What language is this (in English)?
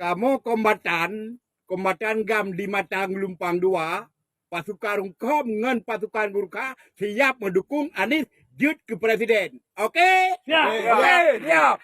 Achinese